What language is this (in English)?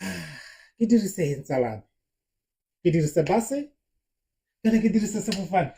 Tswana